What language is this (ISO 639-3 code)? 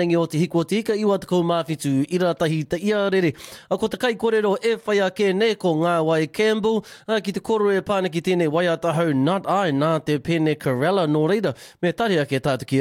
mri